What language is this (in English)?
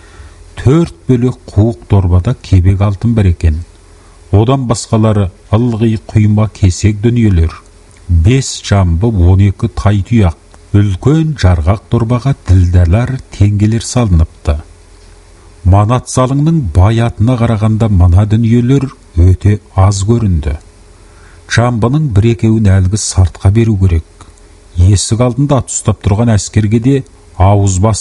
Kazakh